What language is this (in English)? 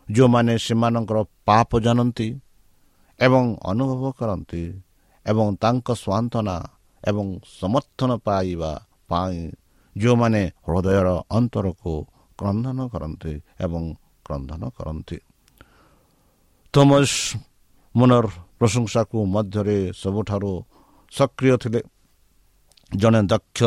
Odia